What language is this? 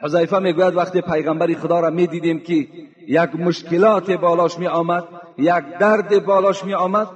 Tajik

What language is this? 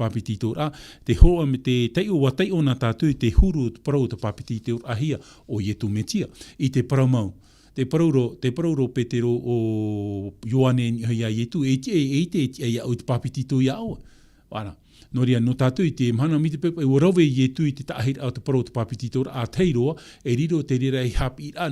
Tahitian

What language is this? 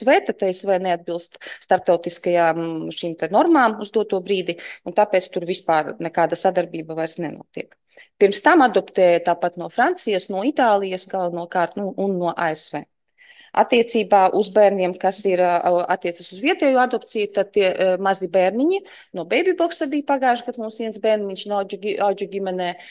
Latvian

